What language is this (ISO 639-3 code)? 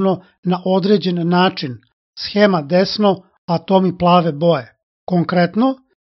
srp